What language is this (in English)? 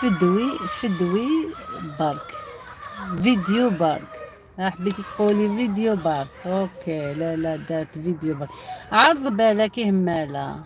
Algerian Arabic